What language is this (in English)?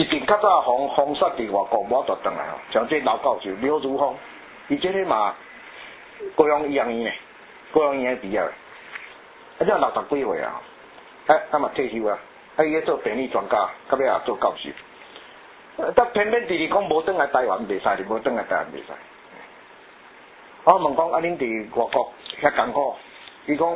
Min Nan Chinese